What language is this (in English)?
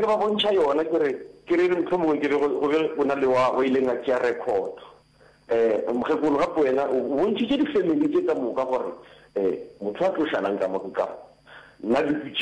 Northern Sotho